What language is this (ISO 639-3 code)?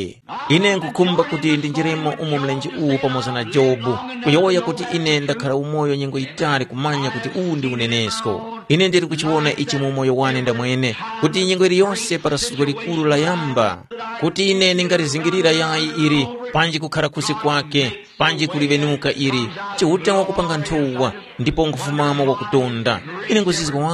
tum